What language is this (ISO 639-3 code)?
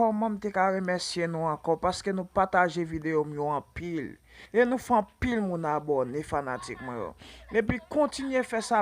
hat